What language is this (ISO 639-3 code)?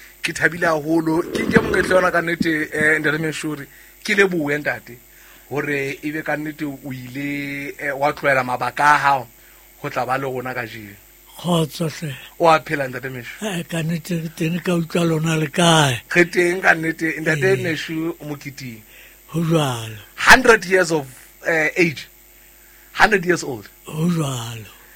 sot